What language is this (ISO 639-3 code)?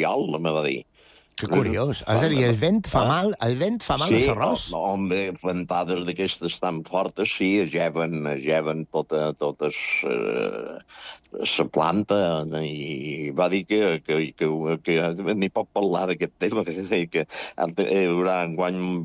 cat